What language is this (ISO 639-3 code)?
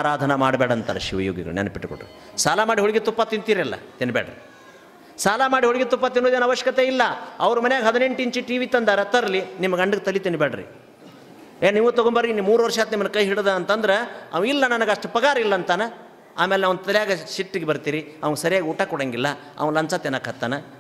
kan